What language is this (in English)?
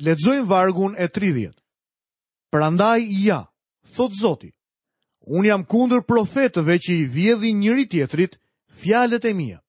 Albanian